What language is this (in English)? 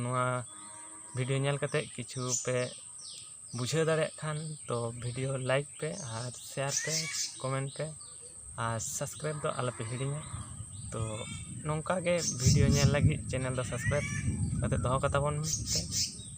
Santali